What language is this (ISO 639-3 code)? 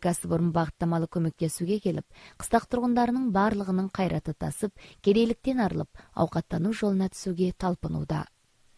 kaz